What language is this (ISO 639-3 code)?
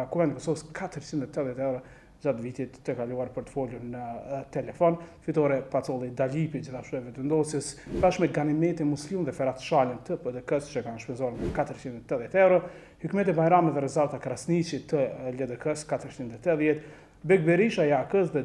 sqi